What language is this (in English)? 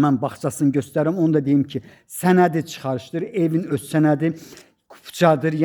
Azerbaijani